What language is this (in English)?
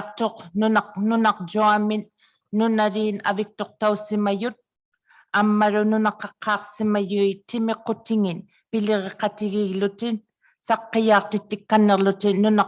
Inuktitut